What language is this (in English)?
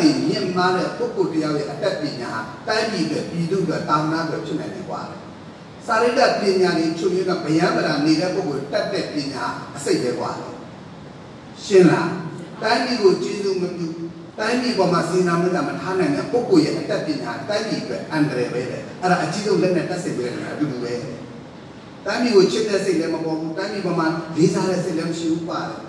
Burmese